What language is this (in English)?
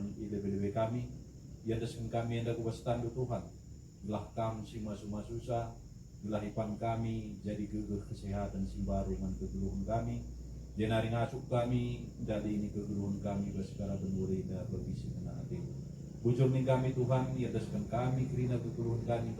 Batak Karo